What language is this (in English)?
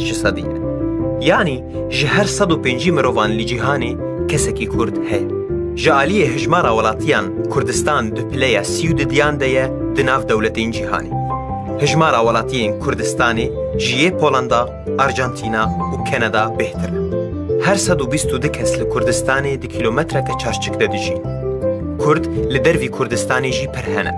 Kurdish